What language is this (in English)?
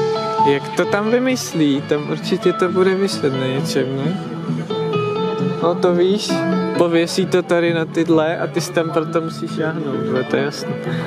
Czech